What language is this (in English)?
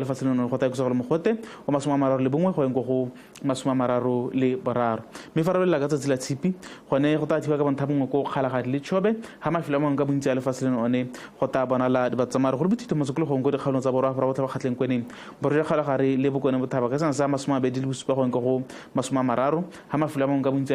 Tswana